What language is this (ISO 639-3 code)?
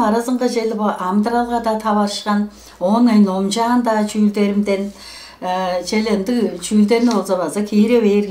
tyv